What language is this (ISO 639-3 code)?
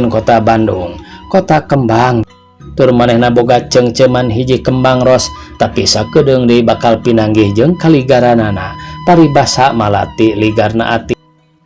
sun